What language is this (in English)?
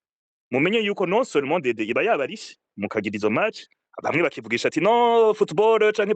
Rundi